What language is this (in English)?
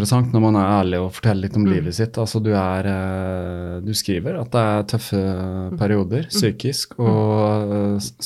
Norwegian